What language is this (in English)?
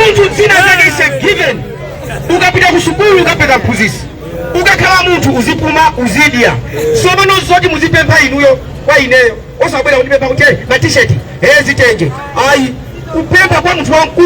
Nyanja